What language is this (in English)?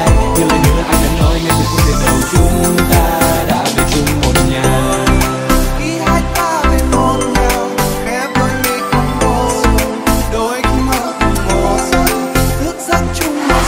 Vietnamese